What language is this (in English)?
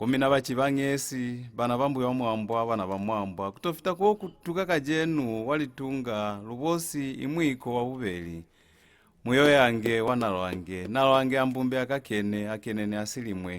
Lozi